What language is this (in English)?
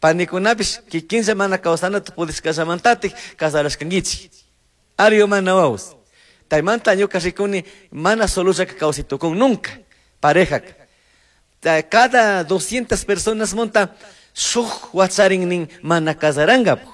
Chimborazo Highland Quichua